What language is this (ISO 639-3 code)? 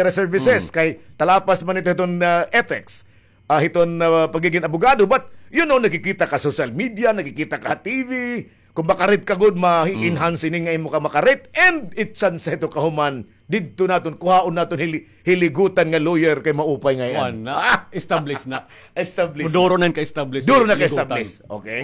war